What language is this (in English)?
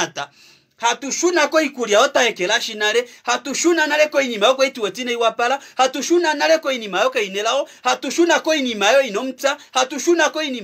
Kuanyama